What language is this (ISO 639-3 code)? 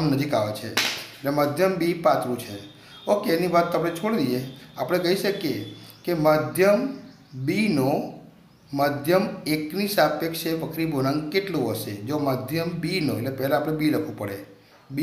guj